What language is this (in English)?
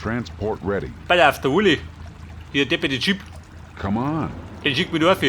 Bavarian